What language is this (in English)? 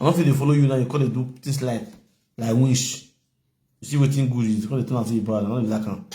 Nigerian Pidgin